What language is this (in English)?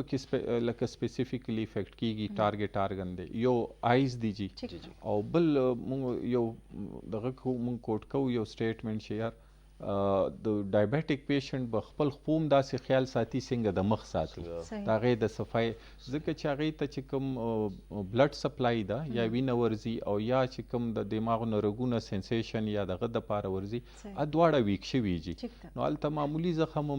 Pashto